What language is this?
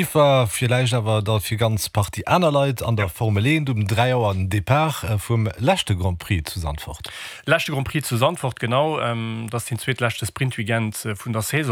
Luxembourgish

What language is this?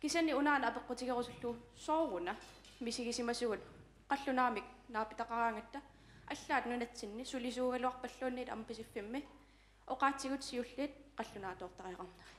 Kalaallisut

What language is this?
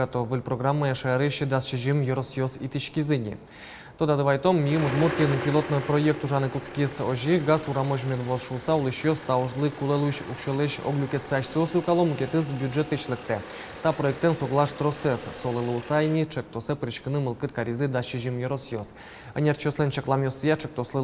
Udmurt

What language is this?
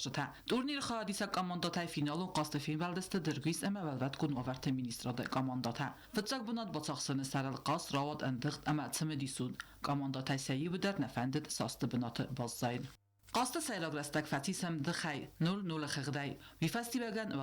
Ossetic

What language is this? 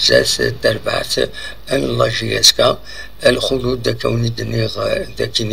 Kabyle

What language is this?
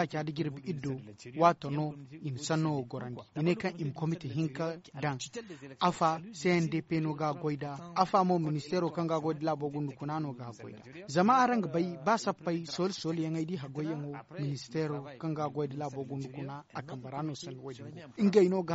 Zarma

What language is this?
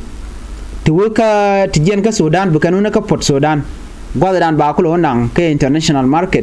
Nuer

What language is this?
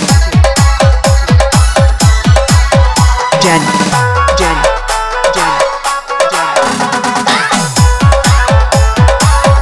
Bhojpuri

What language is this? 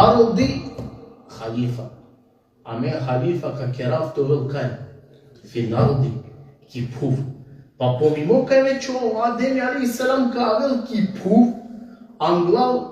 Balkan Romani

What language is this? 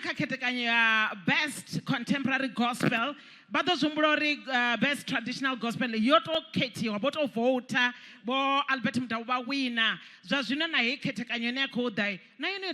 Venda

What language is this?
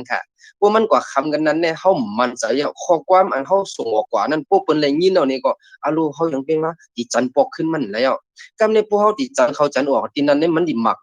Shan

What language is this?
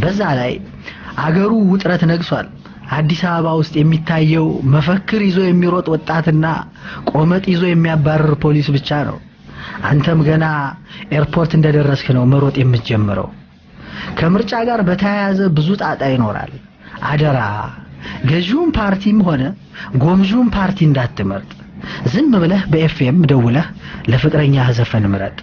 Amharic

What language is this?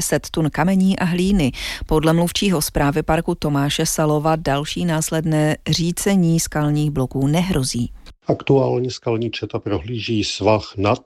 Czech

